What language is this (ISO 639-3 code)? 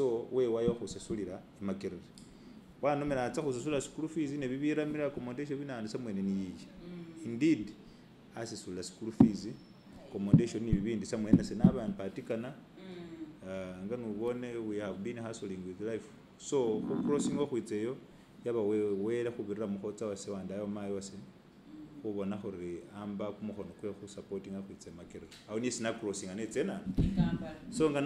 myx